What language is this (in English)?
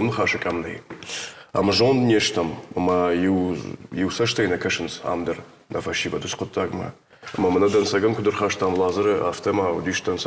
Ossetic